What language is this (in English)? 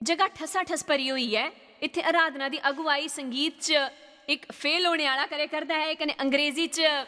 Dogri